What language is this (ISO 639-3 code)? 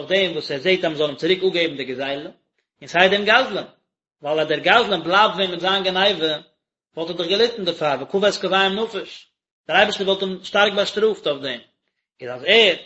yid